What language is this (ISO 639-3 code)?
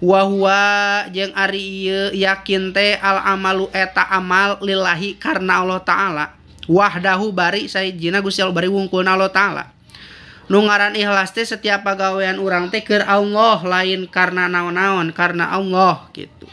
sun